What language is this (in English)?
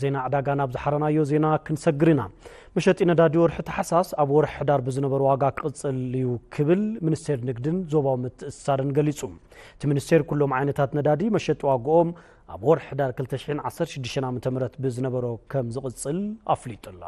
Tigrinya